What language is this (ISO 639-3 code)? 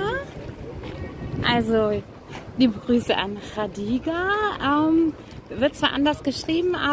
deu